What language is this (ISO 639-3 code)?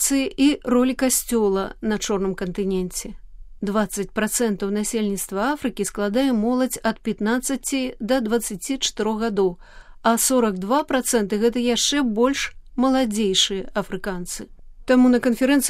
bel